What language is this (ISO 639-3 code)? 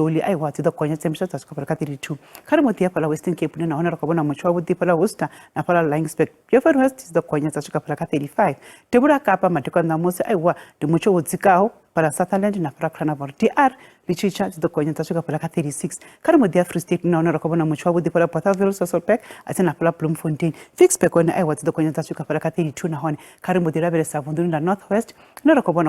ven